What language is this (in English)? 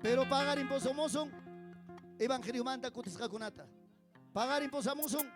Ayacucho Quechua